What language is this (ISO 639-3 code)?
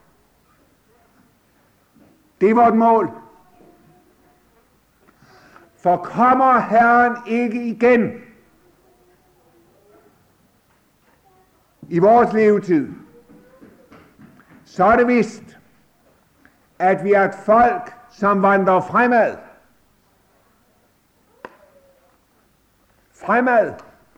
dan